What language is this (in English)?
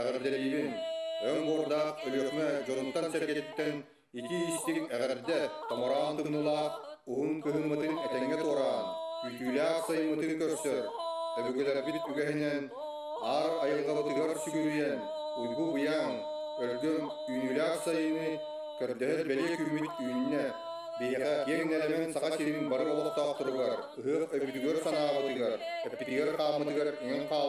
Yakut